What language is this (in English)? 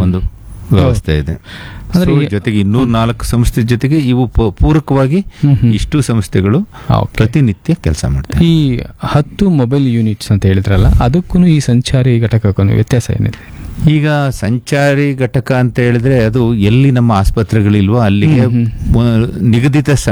Kannada